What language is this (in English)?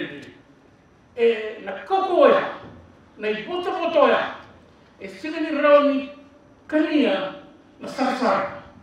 Fijian